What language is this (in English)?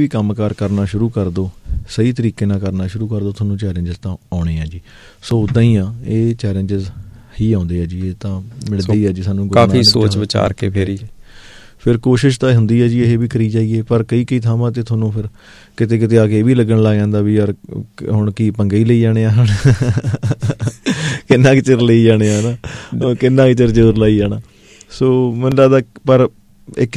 Punjabi